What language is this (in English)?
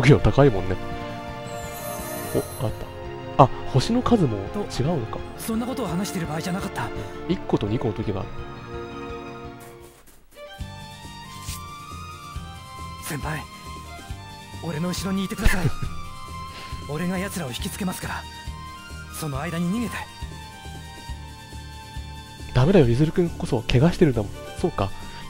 Japanese